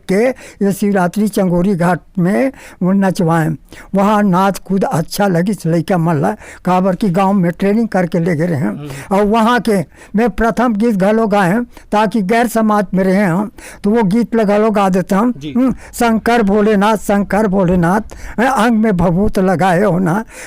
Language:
Chhattisgarhi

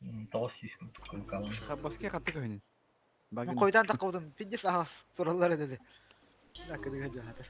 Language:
Yakut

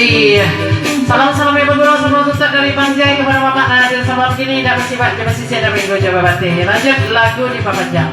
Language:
Minangkabau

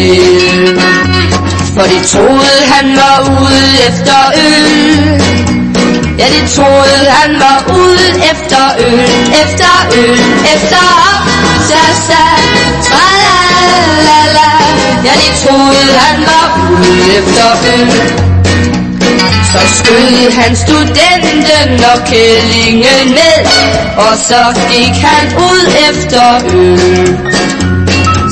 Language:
Danish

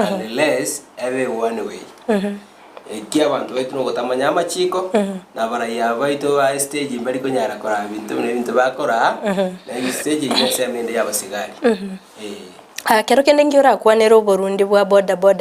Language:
Gusii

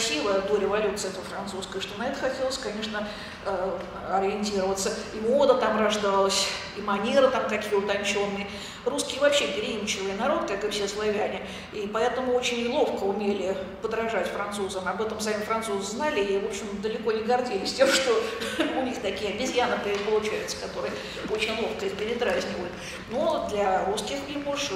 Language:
Russian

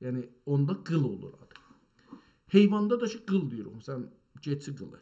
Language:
South Azerbaijani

